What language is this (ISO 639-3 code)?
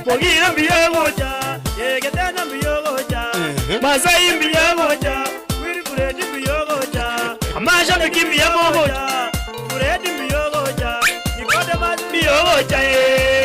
guz